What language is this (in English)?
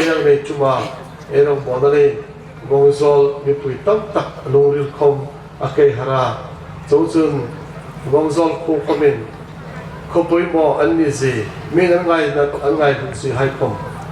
Hmar